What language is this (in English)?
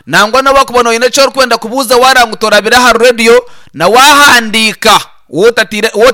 Nyankole